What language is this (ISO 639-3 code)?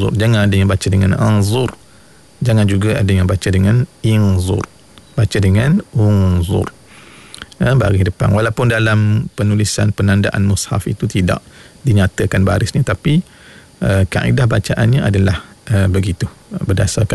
msa